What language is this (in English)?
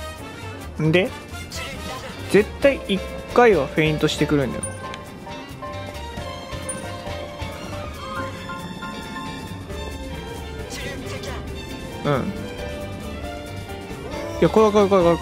Japanese